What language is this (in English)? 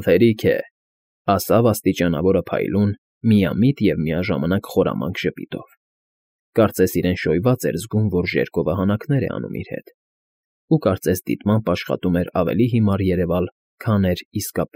Armenian